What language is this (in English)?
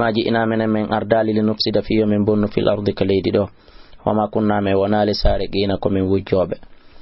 Fula